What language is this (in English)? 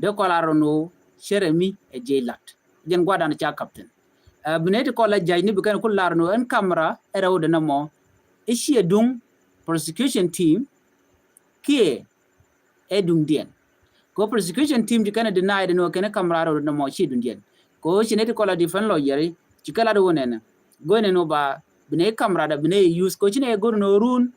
Nuer